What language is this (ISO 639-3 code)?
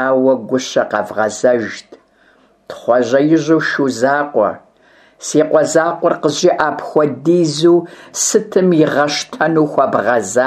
kbd